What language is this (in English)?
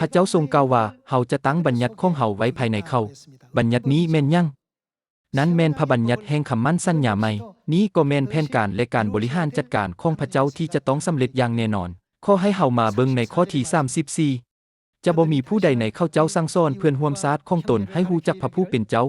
Lao